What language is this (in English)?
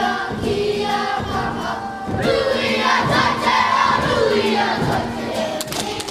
Māori